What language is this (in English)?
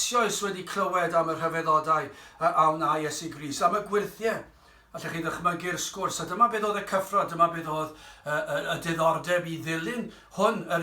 Welsh